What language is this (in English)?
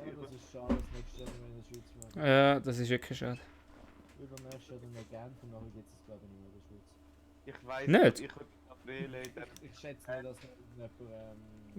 Swiss German